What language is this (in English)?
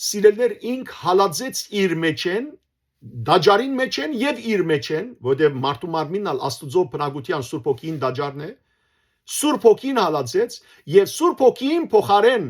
Western Armenian